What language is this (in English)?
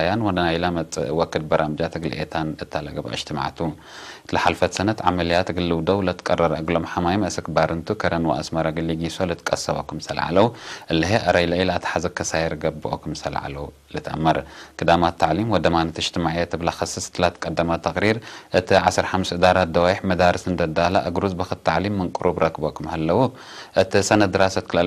Tigre